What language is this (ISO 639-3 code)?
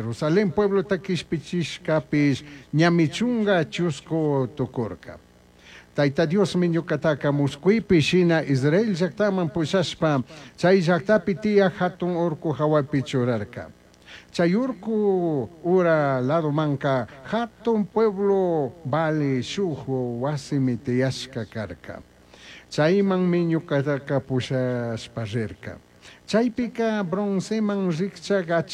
qug